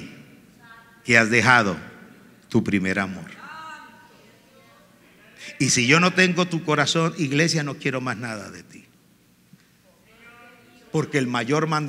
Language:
Spanish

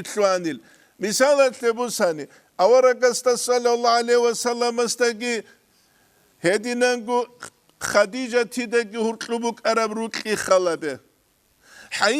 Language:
Avaric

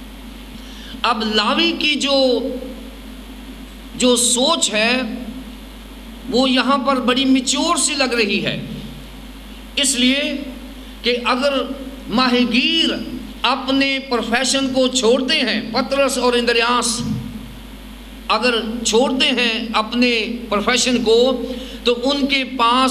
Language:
Urdu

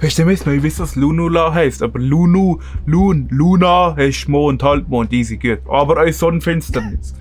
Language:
Swiss German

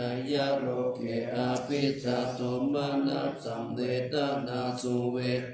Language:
Pali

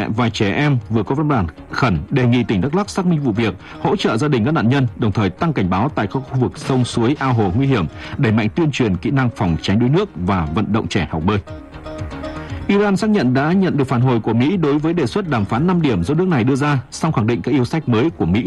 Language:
Vietnamese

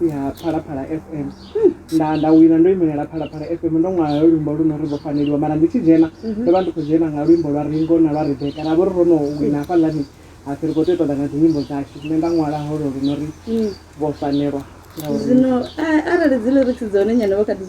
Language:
Venda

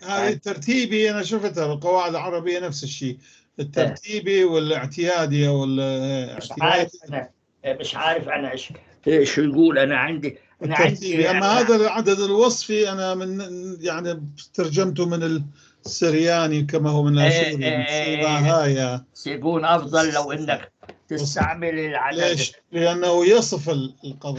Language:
North Levantine Arabic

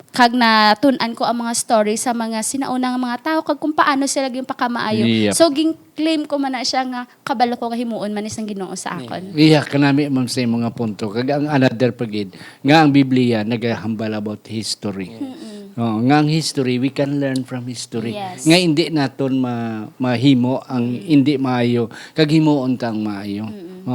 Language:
Hiligaynon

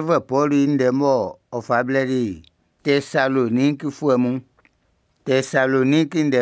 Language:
Baoulé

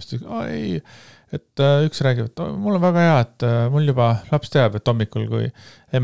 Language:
Estonian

